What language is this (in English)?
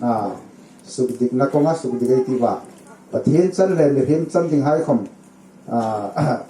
Hmar